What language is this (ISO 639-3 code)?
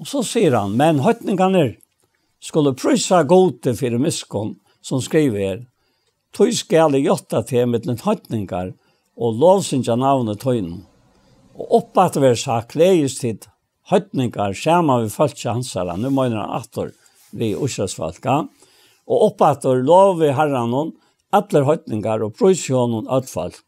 fao